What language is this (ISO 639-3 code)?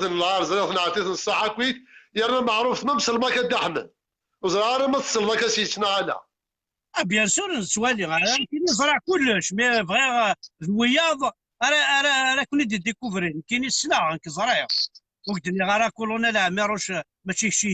kab